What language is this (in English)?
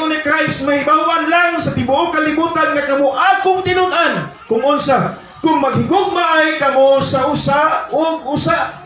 Cebuano